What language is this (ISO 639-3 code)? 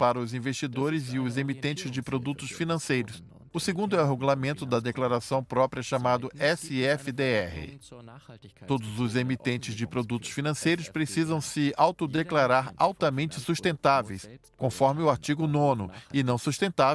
por